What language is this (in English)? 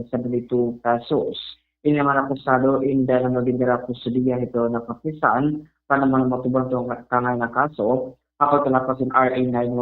Waray